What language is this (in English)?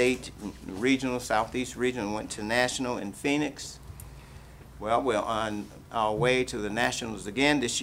English